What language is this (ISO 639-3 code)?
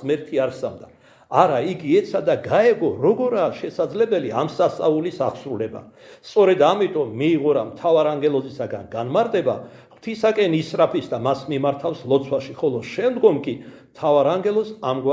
kat